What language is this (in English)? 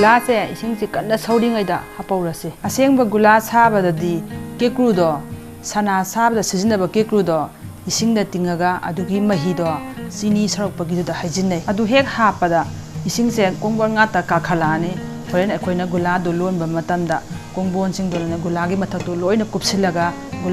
Manipuri